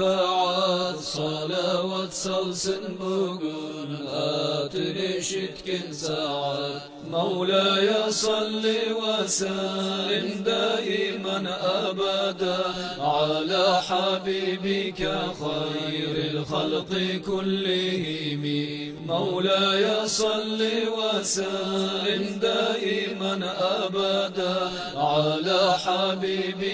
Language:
Kumyk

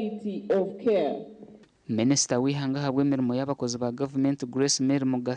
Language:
Nyankole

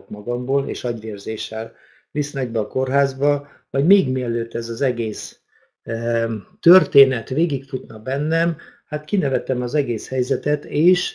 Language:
Hungarian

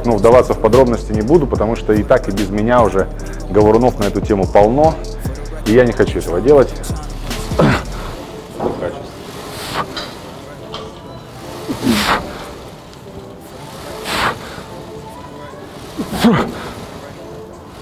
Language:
Russian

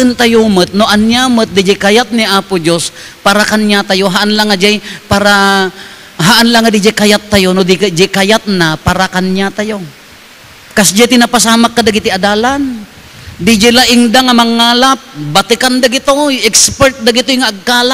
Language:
Iloko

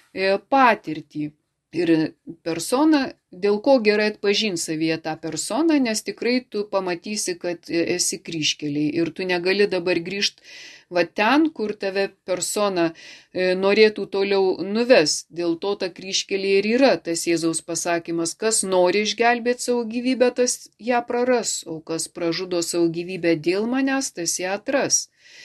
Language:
Lithuanian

